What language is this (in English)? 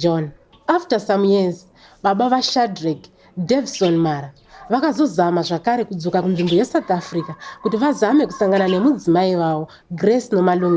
Shona